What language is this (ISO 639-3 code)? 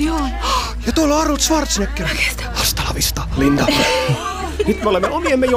fin